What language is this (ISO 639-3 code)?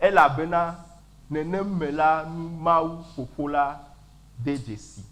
ewe